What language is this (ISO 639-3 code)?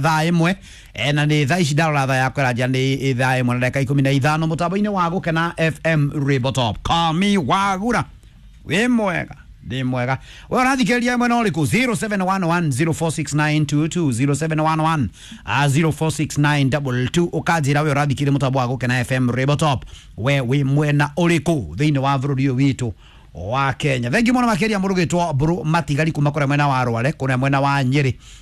kik